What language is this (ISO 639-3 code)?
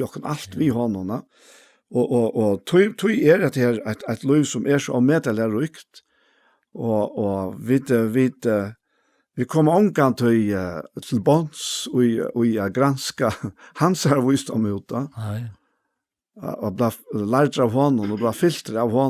fao